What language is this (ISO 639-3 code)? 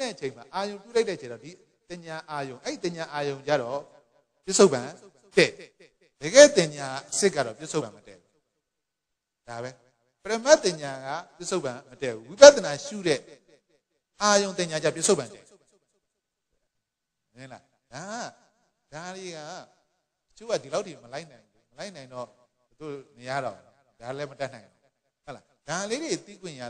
mya